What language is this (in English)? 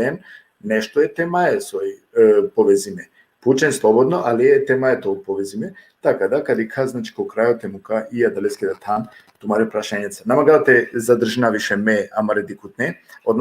Balkan Romani